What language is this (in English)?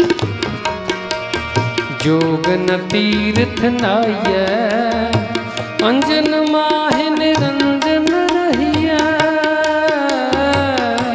Punjabi